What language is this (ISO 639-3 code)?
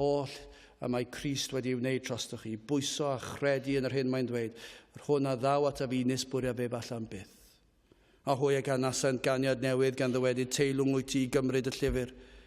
cym